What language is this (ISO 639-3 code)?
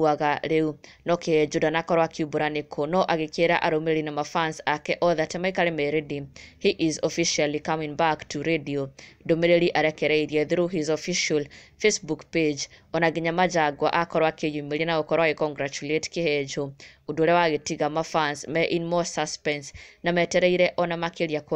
kik